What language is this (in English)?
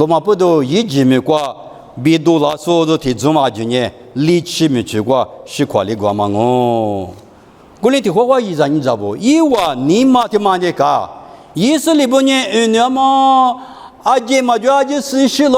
Lisu